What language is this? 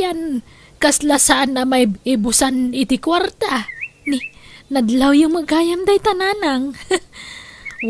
Iloko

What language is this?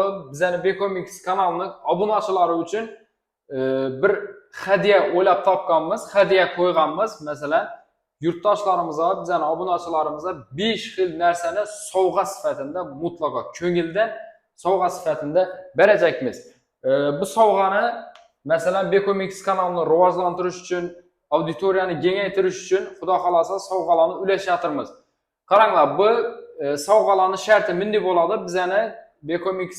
Uzbek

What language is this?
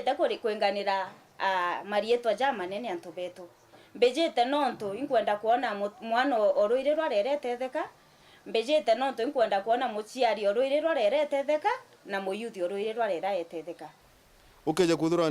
Meru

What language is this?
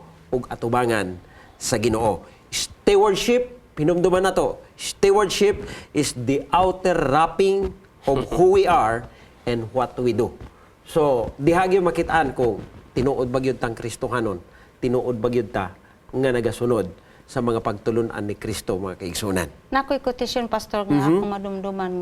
Cebuano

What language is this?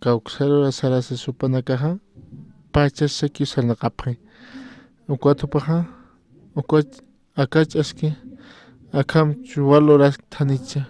Aymara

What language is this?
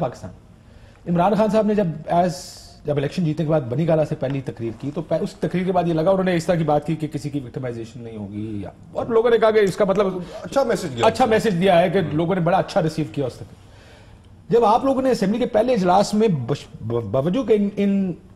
Urdu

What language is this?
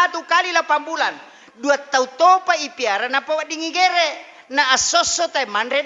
Buginese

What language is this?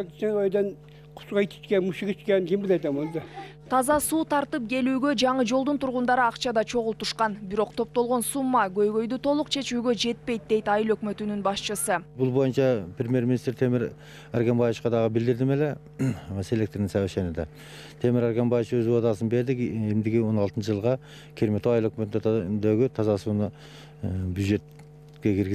Kyrgyz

